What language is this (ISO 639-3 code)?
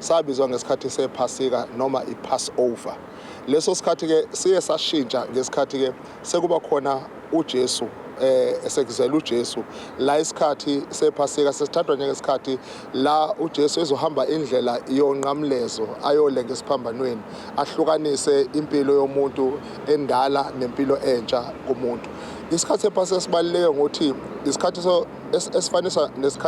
zul